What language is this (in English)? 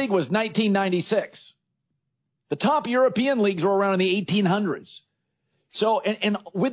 English